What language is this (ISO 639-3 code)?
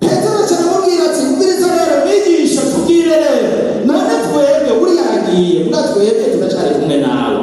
run